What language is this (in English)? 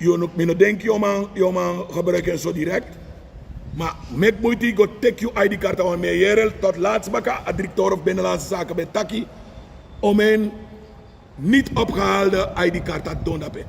Sranan Tongo